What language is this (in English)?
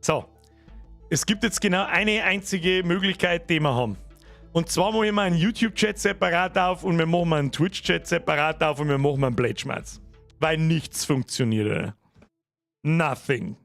Bavarian